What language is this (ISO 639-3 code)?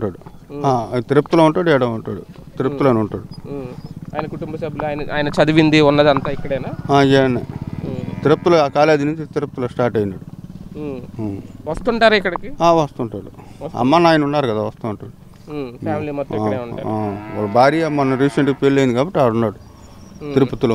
tel